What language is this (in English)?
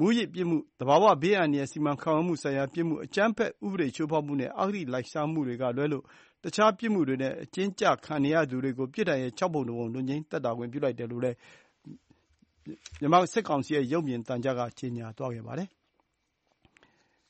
Burmese